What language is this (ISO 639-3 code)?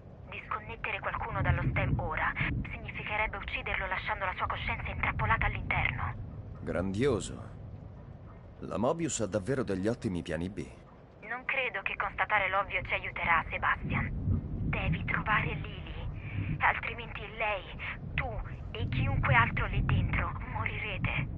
ita